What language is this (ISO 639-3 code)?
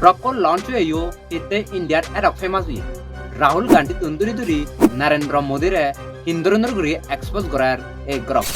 ccp